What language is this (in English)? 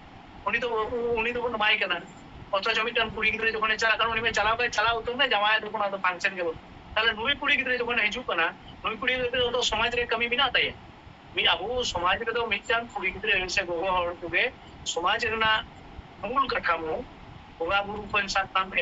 Santali